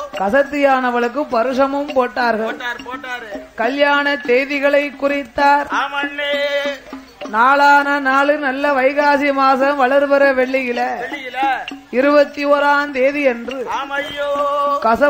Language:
Tamil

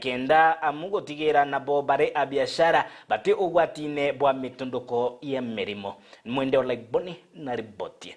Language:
Meru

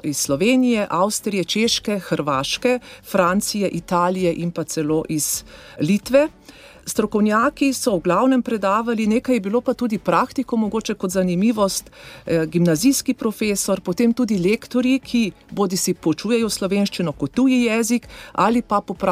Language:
Slovenian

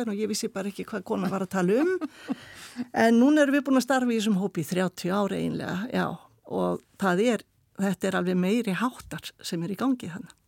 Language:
Icelandic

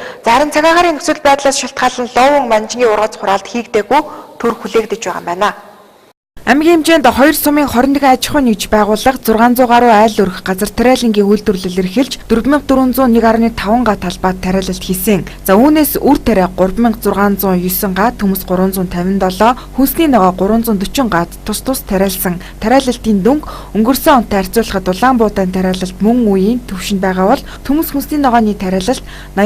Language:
Mongolian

